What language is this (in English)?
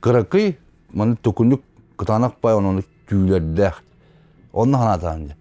Yakut